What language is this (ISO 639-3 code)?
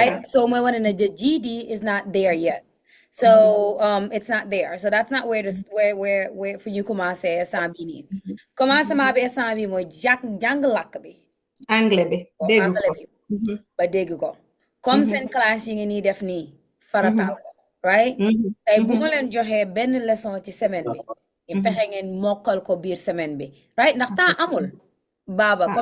wol